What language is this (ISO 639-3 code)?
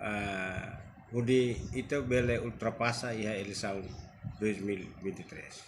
tet